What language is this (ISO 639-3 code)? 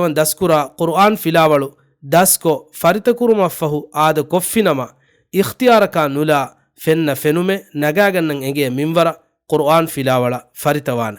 div